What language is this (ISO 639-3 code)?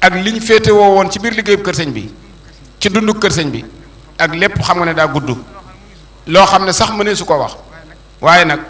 wol